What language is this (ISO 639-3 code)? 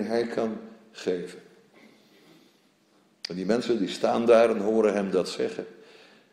nld